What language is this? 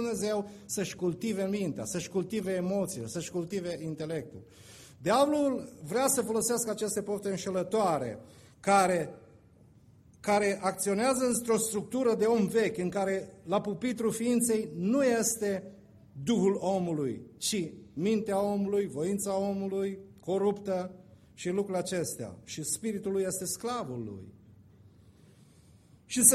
Romanian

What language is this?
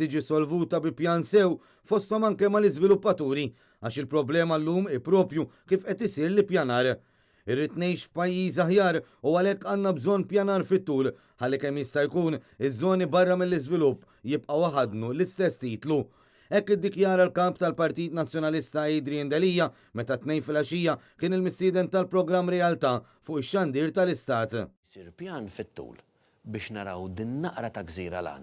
Maltese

